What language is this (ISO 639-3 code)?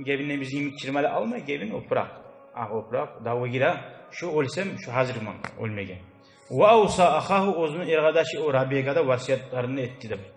kum